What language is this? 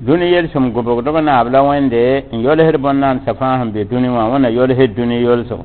Mossi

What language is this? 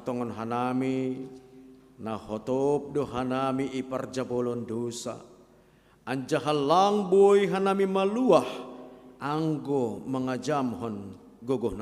Batak Simalungun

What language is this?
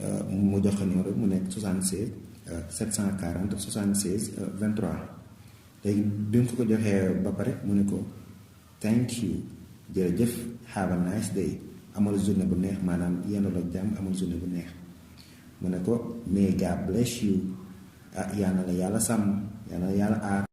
Wolof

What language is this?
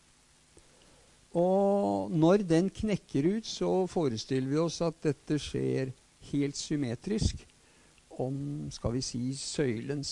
Norwegian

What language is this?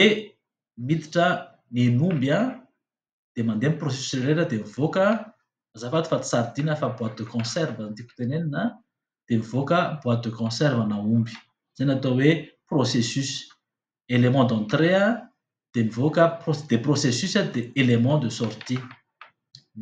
Malagasy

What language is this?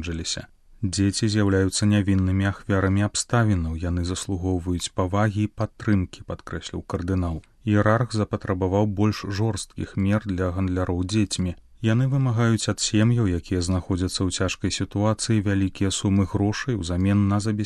Belarusian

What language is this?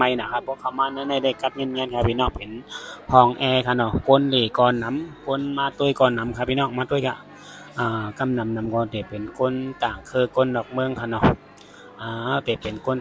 Shan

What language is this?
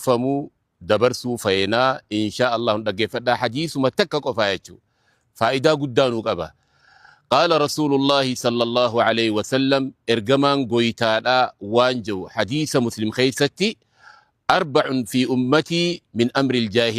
Oromo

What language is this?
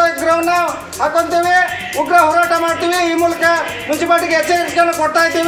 Kannada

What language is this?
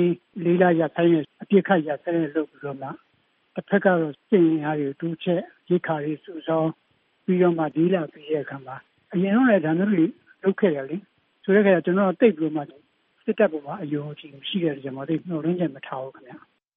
Burmese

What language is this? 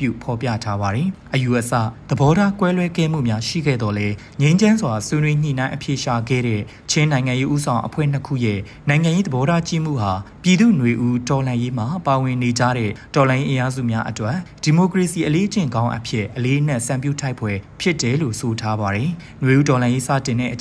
Burmese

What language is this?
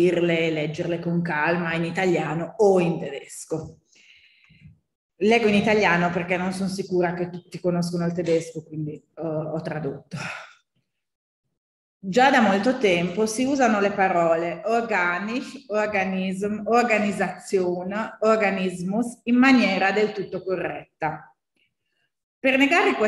Italian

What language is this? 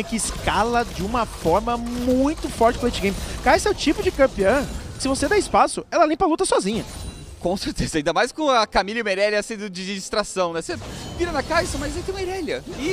Portuguese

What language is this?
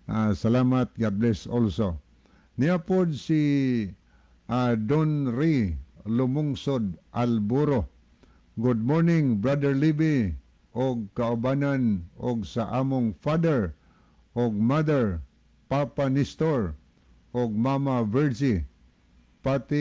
Cebuano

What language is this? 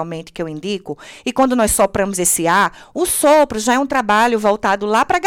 Portuguese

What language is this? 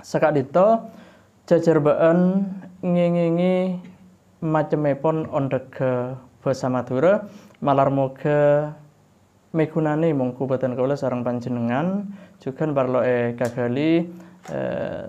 Madurese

